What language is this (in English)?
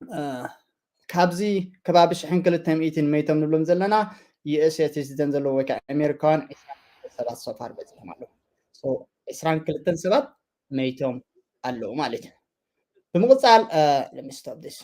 Tigrinya